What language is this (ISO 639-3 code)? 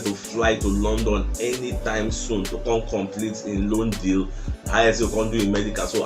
pcm